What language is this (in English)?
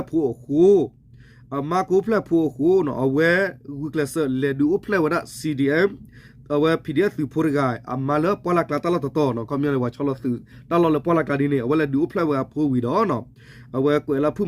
S'gaw Karen